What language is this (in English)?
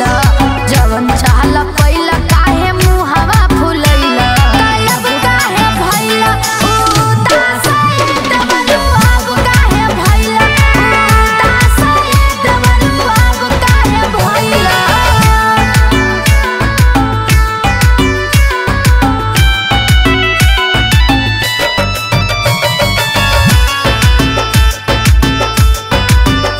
Bhojpuri